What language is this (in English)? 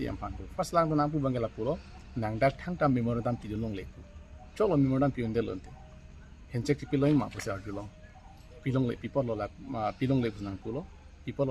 Karbi